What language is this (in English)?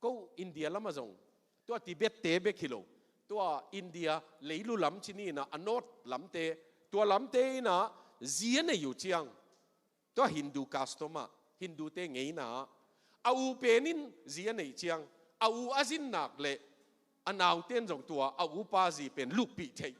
Tedim Chin